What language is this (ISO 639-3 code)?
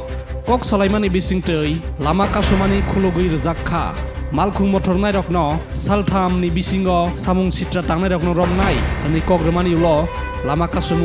trp